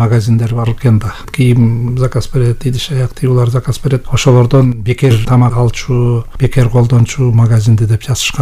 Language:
Kyrgyz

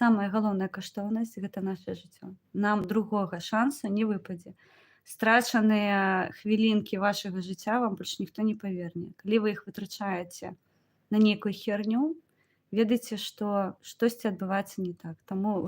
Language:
Belarusian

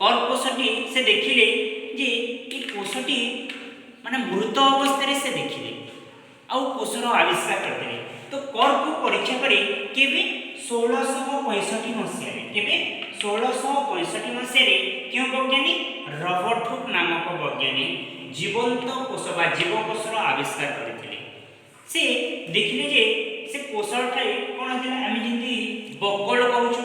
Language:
Odia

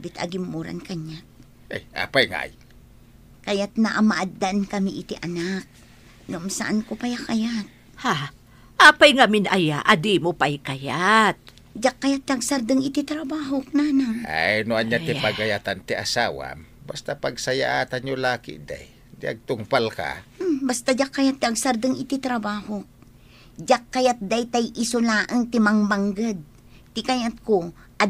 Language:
Iloko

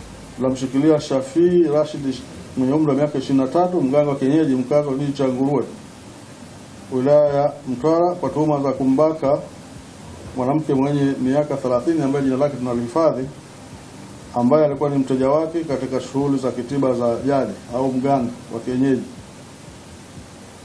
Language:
Swahili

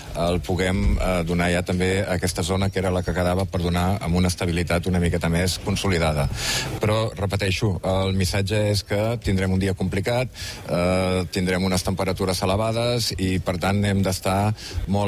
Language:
Catalan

